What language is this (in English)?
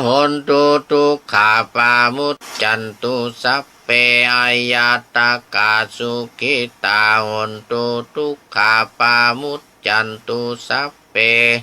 Pali